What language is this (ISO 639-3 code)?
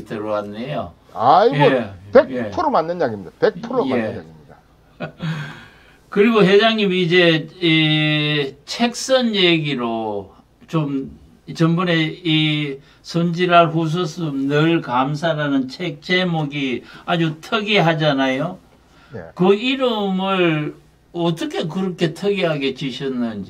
kor